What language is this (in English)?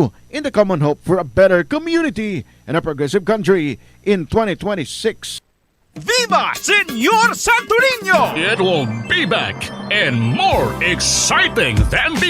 Hiligaynon